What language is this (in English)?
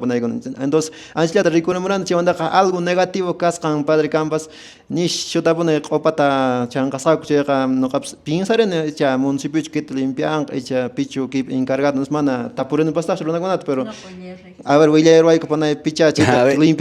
Quechua